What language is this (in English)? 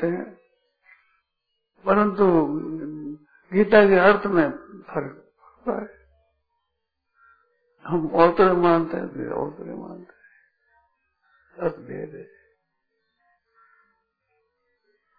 Hindi